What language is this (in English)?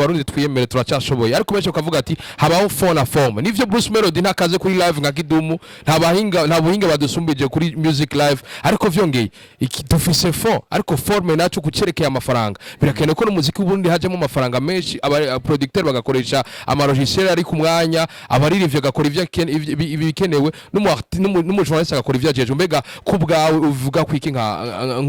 Rundi